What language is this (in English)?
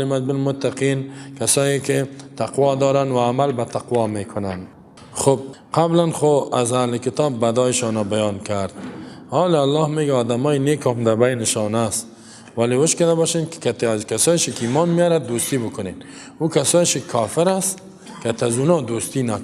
Persian